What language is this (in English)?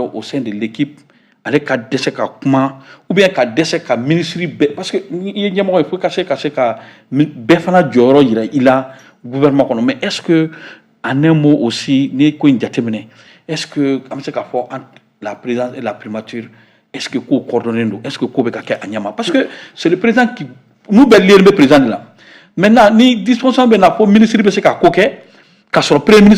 Bambara